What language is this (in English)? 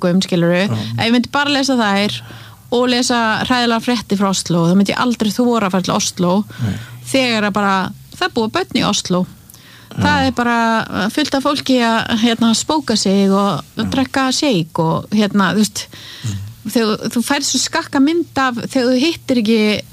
Icelandic